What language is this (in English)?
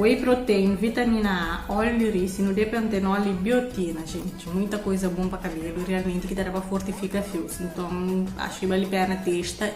Kabuverdianu